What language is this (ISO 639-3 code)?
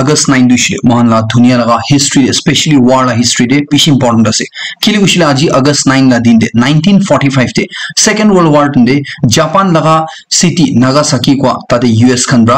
nag